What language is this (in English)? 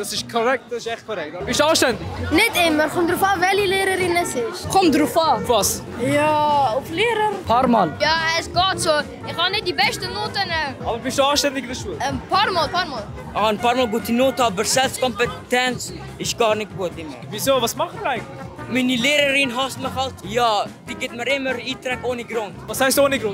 Swiss German